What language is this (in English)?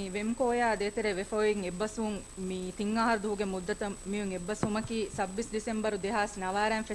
Divehi